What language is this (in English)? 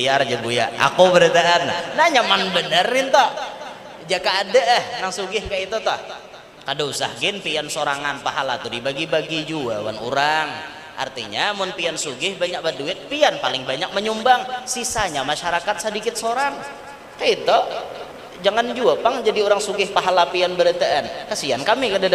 Banjar